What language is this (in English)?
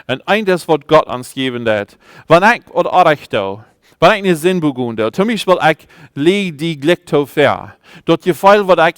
Plautdietsch